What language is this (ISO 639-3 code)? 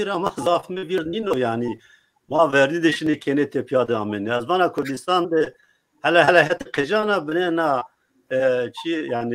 zza